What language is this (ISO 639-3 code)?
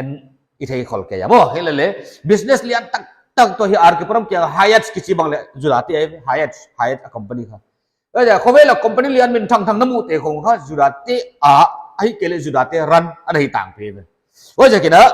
pck